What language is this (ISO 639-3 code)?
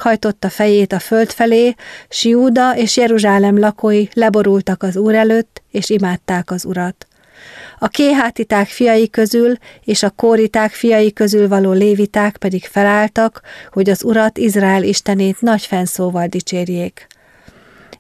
hun